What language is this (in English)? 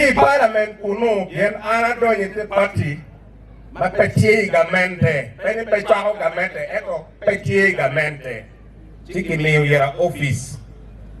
Acoli